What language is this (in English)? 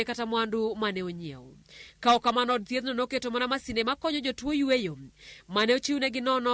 Luo (Kenya and Tanzania)